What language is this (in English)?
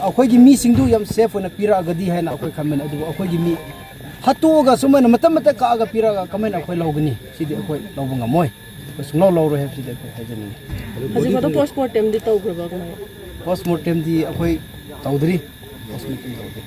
Manipuri